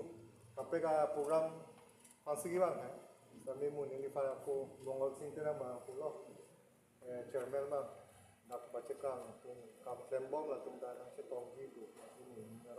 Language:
Karbi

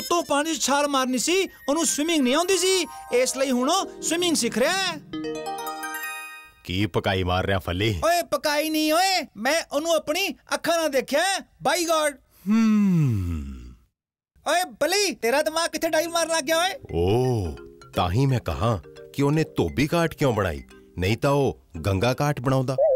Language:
Punjabi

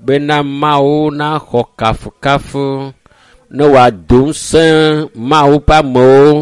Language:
Ewe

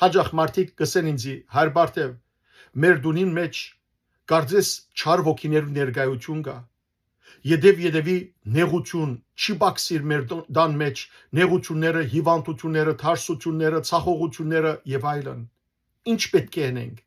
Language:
Western Armenian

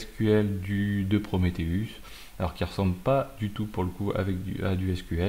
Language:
French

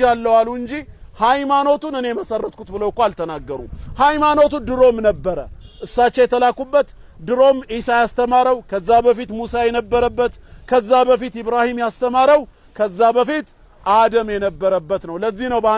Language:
Amharic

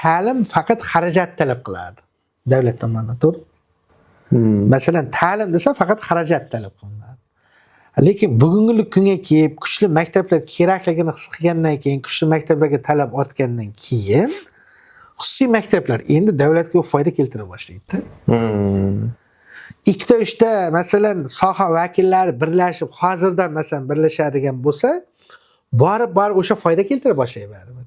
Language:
Uzbek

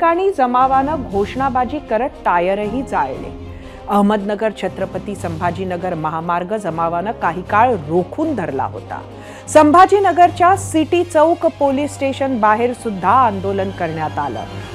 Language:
Marathi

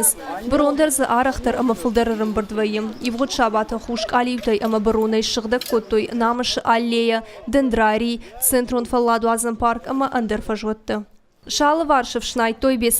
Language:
Ossetic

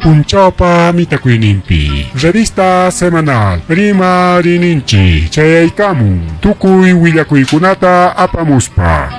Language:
Ayacucho Quechua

